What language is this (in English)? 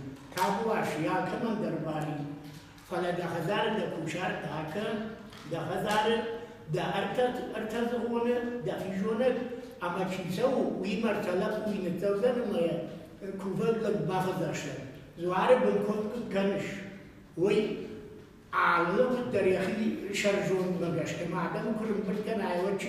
Ossetic